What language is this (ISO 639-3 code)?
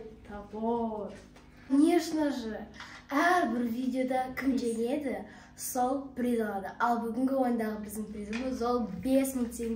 kaz